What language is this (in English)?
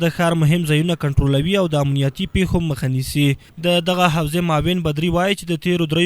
Pashto